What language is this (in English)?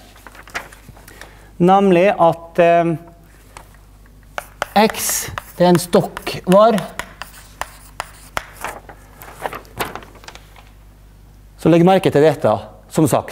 Norwegian